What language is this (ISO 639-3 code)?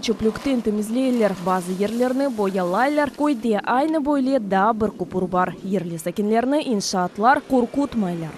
crh